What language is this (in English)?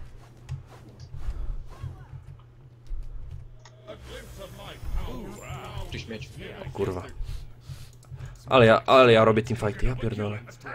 Polish